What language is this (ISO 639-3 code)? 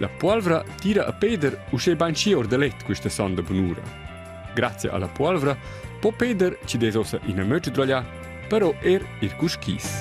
roh